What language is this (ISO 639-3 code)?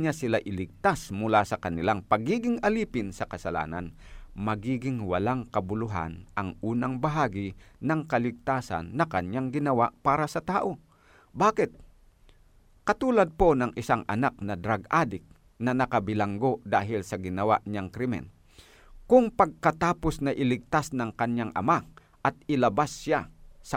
fil